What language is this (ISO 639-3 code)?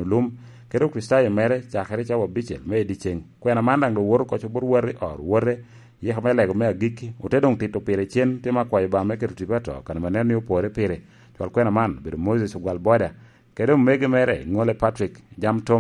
laj